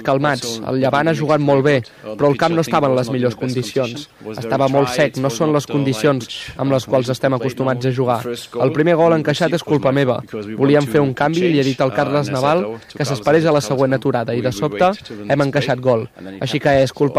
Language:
Catalan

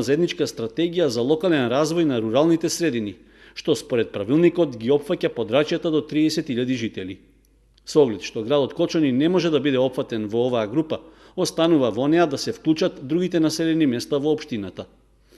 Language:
Macedonian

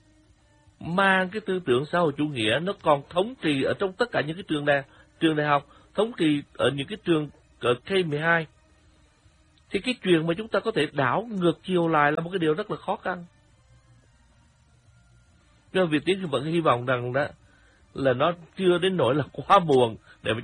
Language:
Vietnamese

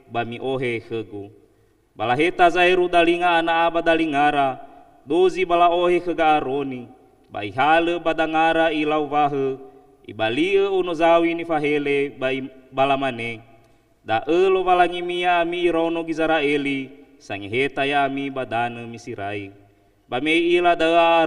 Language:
Nias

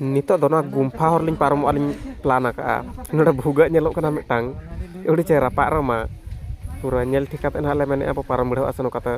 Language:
Santali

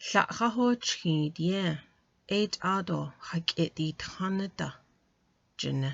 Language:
Navajo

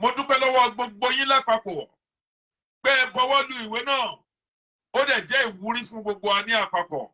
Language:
Yoruba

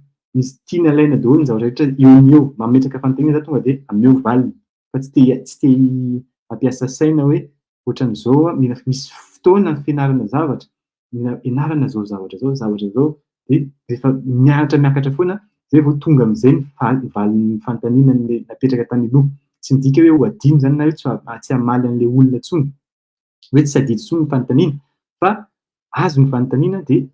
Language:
Malagasy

